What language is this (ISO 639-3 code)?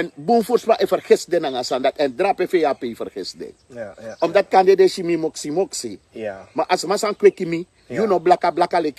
srn